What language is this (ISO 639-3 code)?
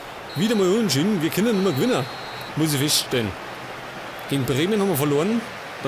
bar